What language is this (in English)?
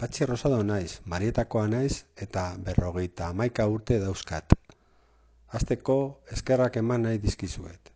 Basque